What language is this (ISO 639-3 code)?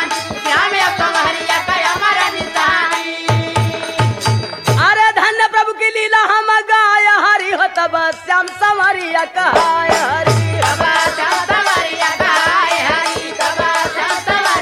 bho